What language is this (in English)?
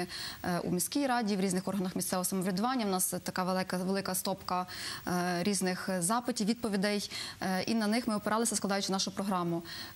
Ukrainian